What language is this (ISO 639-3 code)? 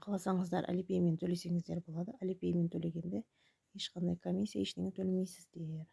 kaz